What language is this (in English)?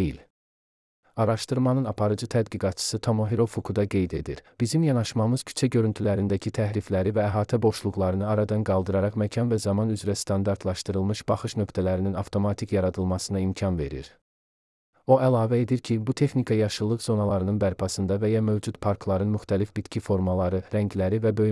Azerbaijani